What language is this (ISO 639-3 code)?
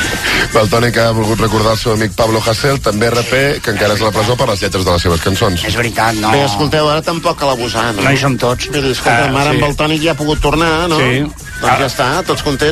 cat